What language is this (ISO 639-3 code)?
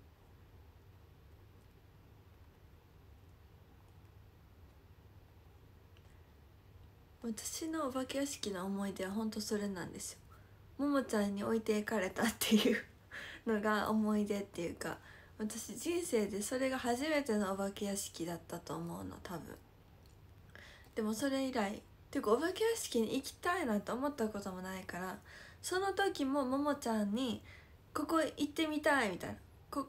jpn